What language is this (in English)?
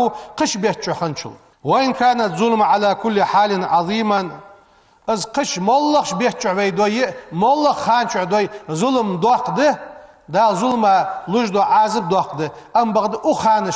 Ingush